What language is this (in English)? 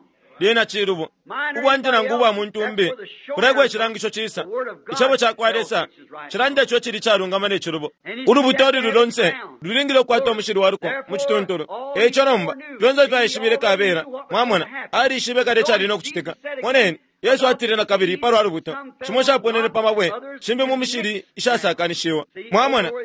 Bemba